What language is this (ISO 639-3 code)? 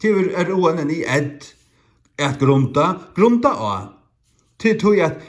fao